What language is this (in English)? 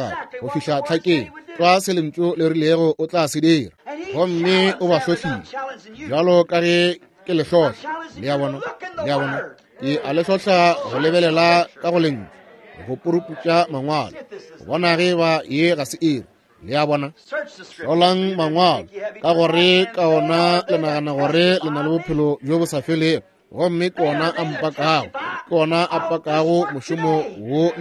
Northern Sotho